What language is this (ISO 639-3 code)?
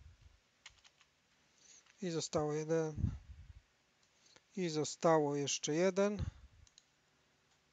pol